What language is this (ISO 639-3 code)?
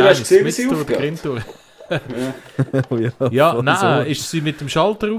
gsw